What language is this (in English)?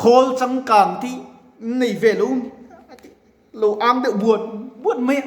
Mizo